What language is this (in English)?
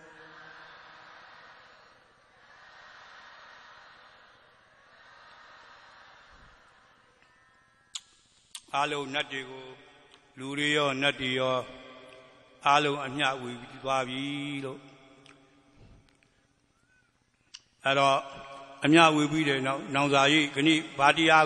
Burmese